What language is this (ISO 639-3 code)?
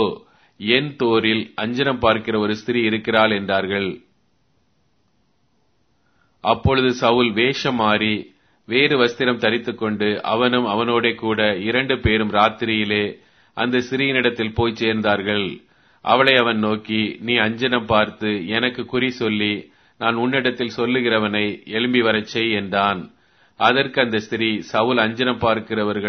tam